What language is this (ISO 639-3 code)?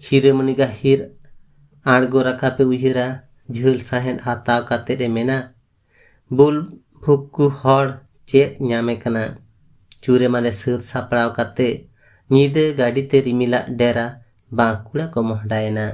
sat